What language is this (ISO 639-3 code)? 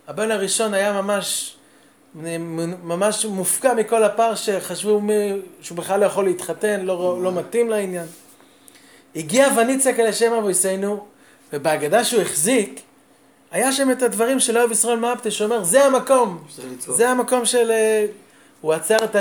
heb